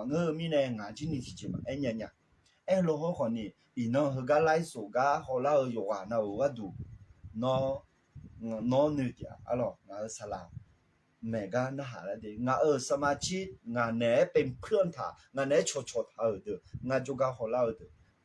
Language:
Akha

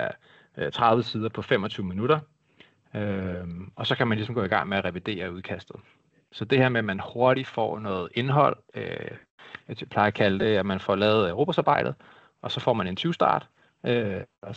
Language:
Danish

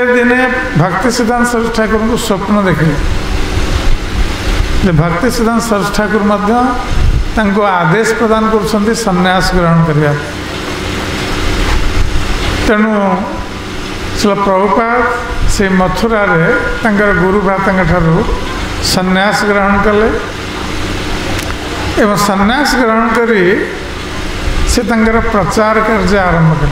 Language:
Odia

